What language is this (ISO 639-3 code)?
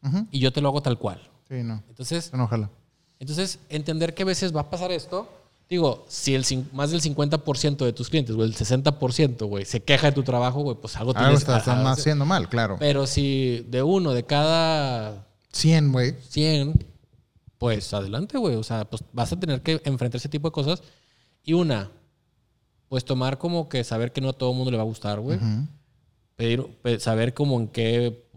spa